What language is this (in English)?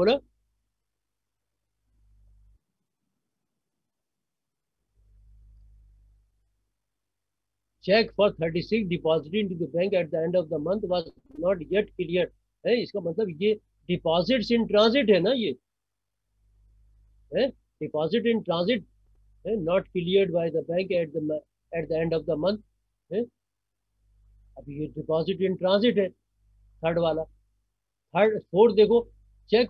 Hindi